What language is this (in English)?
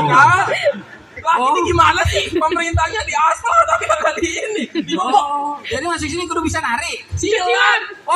Betawi